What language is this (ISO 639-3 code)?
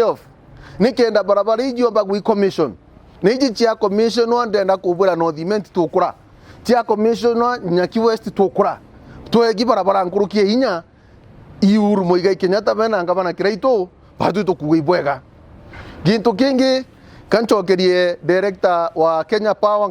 mer